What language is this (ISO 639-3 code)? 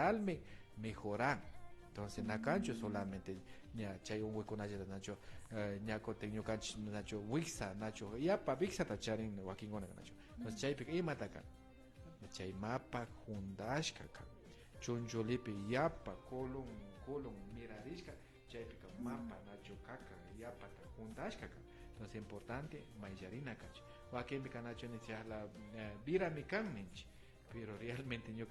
qvi